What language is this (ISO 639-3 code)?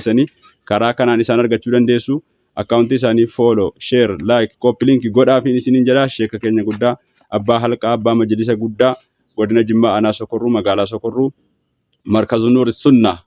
orm